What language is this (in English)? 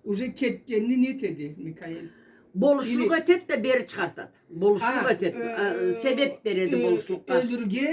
Karachay-Balkar